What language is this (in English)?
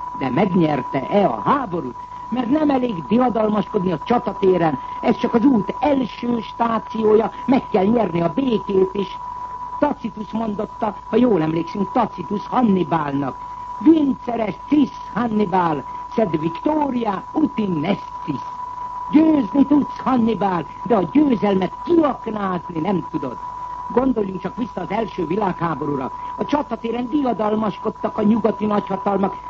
Hungarian